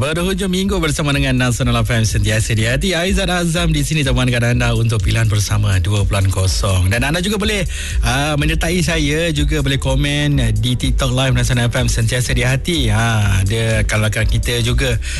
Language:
Malay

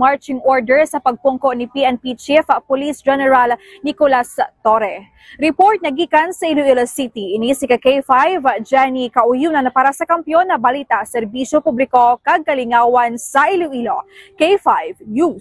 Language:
Hiligaynon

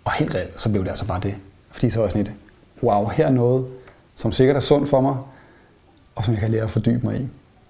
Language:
Danish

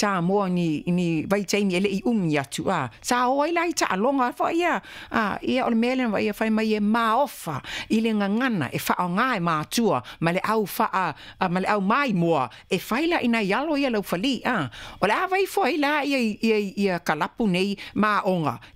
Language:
Samoan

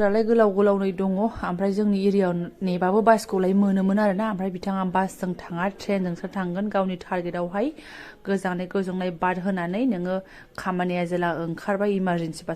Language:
Bodo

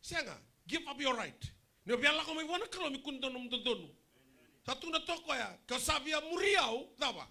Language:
Fijian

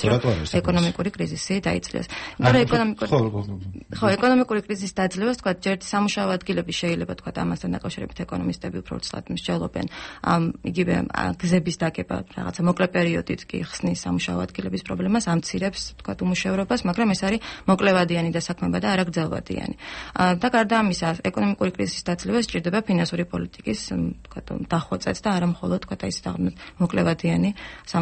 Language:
Georgian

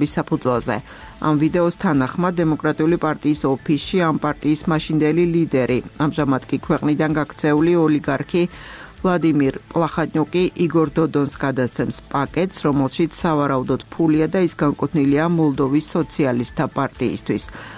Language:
Georgian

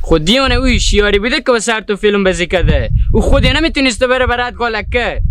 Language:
Hazaragi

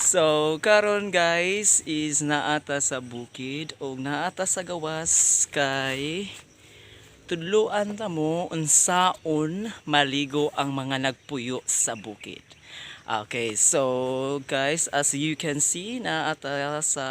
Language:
Cebuano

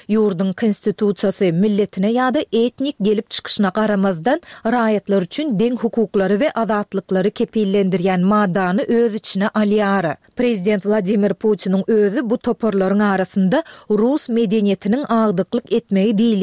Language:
Turkmen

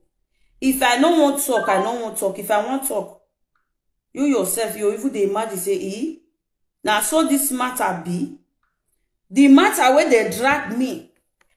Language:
Nigerian Pidgin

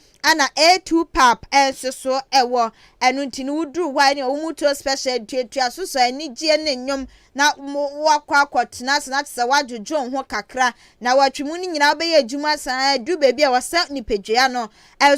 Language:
Akan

